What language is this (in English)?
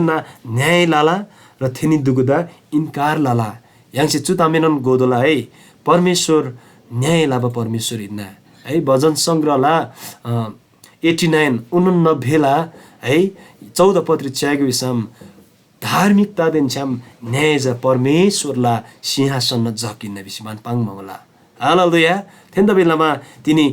Eastern Tamang